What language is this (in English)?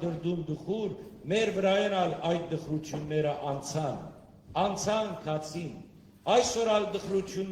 Western Armenian